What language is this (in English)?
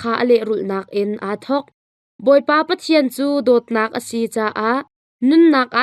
Hakha Chin